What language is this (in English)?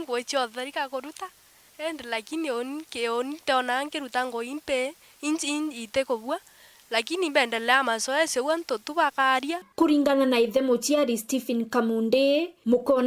Meru